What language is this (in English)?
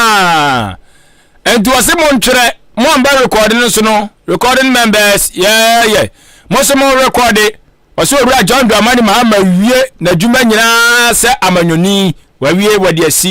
Akan